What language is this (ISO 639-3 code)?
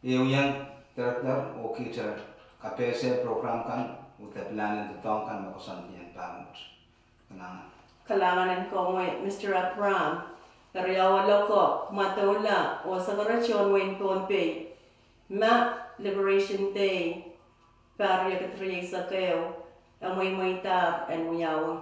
pon